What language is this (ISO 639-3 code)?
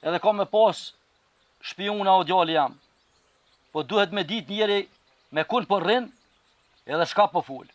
sqi